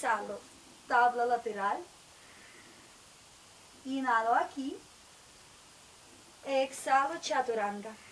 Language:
Spanish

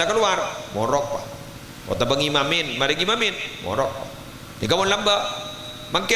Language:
Madurese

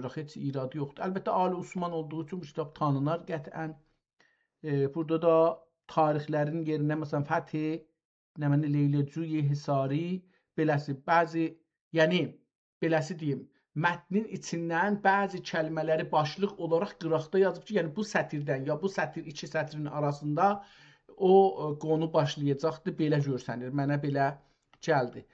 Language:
South Azerbaijani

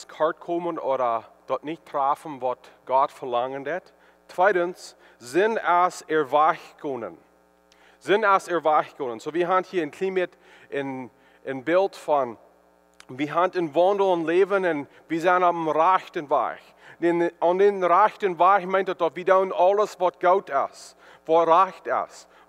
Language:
Plautdietsch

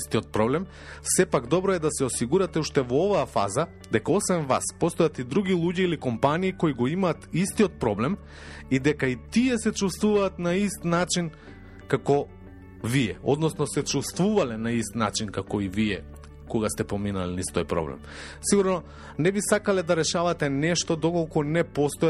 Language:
Macedonian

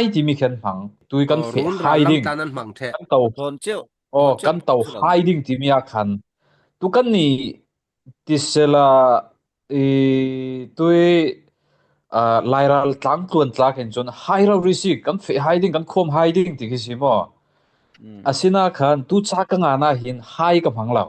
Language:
Falam Chin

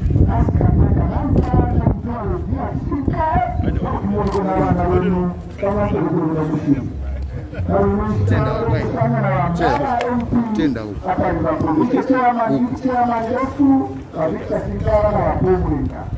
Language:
Swahili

